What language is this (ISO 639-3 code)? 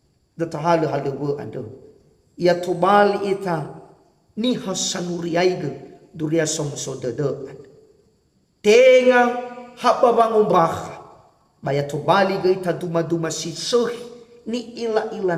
nia